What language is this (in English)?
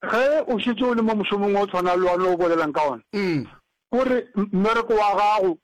Northern Sotho